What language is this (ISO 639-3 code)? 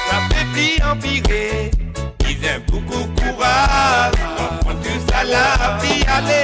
mfe